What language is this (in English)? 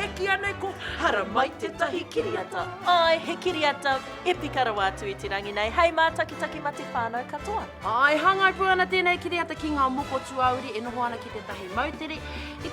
Māori